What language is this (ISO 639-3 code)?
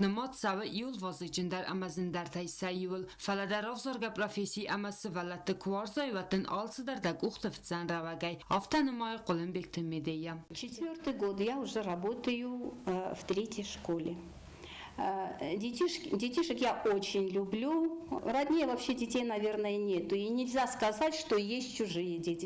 oss